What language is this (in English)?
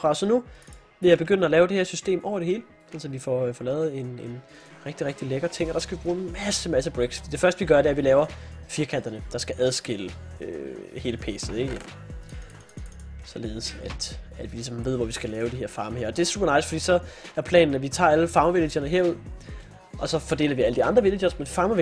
Danish